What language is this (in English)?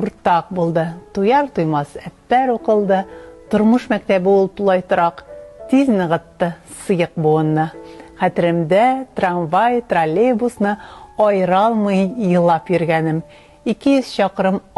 Bashkir